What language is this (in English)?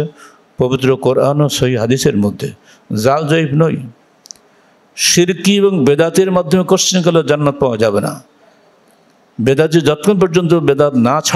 Bangla